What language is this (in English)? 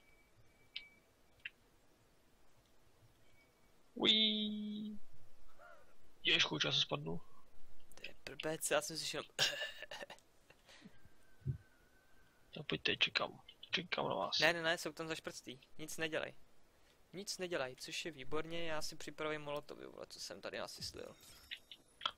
Czech